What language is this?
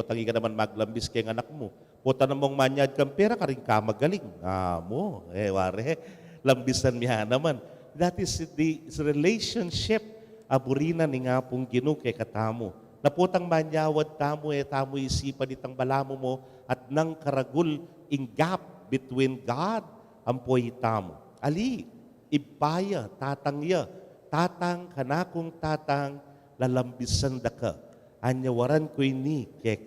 Pampanga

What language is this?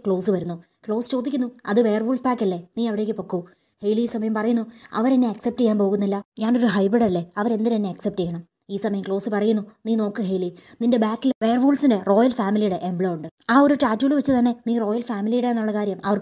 Malayalam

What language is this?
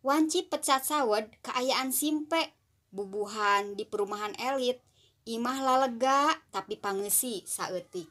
Sundanese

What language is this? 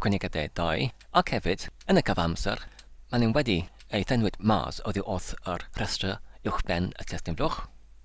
Welsh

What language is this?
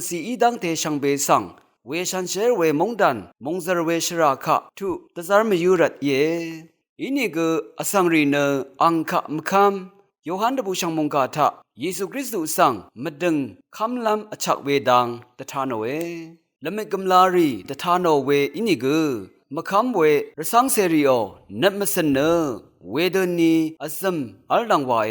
Rawang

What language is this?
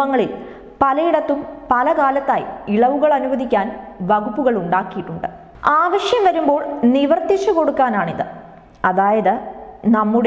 Malayalam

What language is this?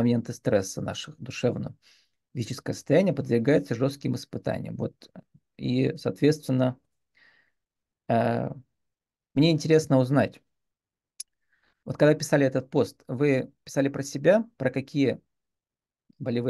Russian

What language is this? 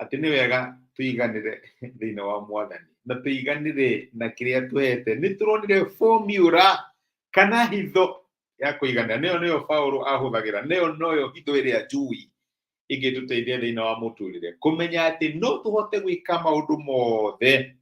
Kikuyu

